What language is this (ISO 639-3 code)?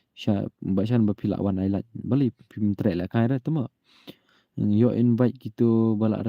kha